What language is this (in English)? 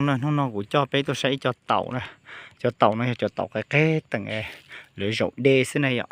Hmong